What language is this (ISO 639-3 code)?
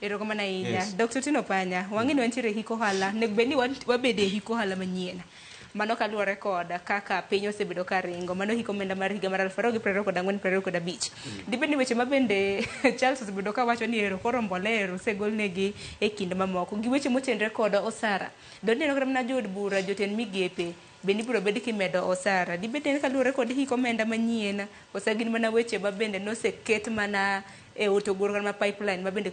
luo